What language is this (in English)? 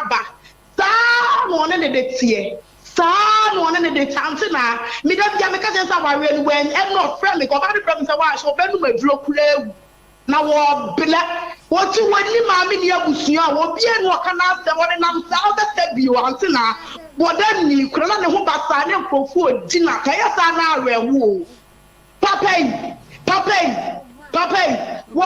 Akan